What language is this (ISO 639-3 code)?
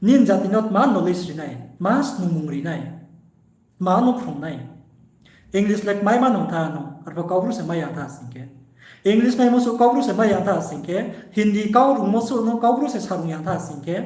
ria